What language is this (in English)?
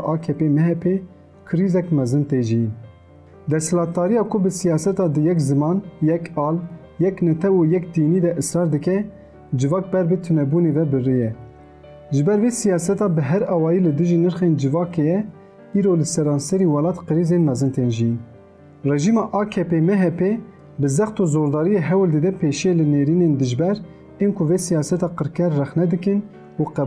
Kurdish